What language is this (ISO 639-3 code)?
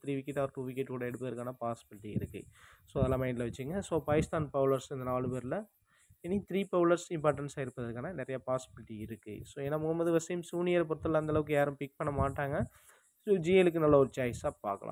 tam